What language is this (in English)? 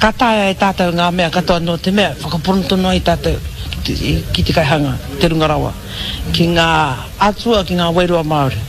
Māori